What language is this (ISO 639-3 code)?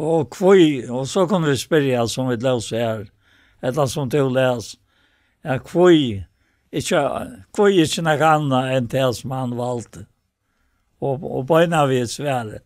fao